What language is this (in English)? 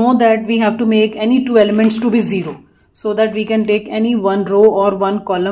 English